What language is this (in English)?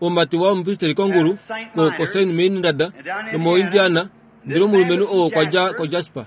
Kuanyama